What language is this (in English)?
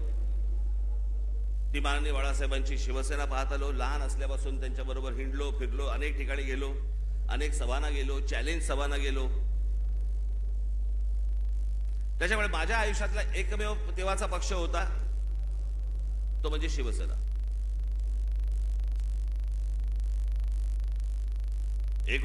Marathi